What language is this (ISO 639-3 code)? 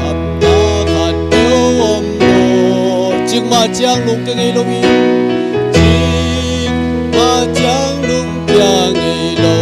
ctd